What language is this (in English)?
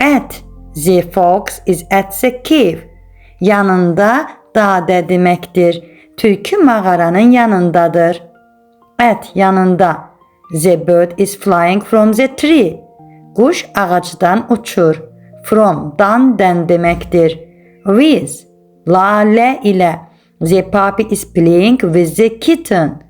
Azerbaijani